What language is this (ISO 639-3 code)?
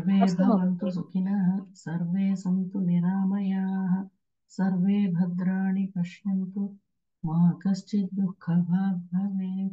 san